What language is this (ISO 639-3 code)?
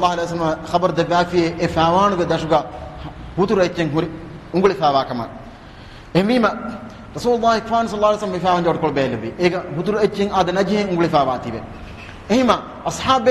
div